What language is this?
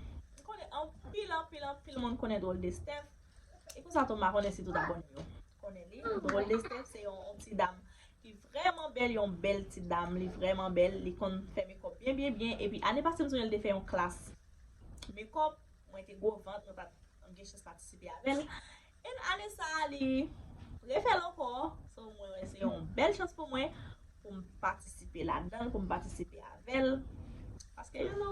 Haitian Creole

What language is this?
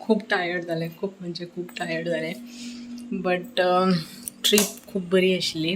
Konkani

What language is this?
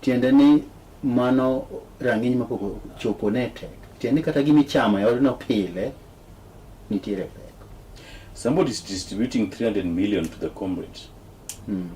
Luo (Kenya and Tanzania)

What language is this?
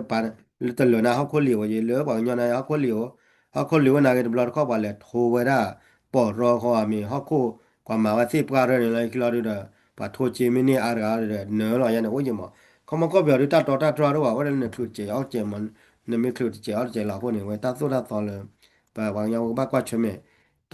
S'gaw Karen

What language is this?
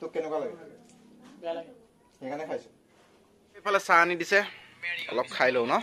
Assamese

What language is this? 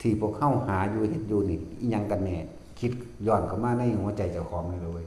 Northeastern Thai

